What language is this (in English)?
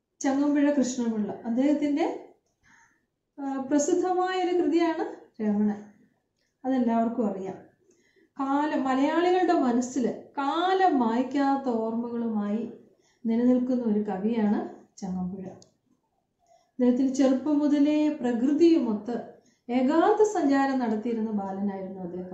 Malayalam